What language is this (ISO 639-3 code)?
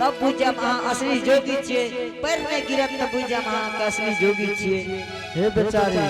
anp